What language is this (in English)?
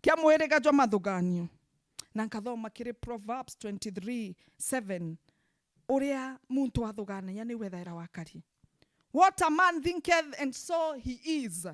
Meru